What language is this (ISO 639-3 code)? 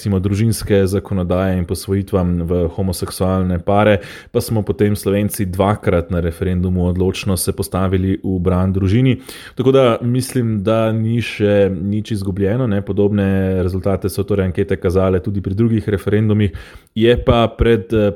slv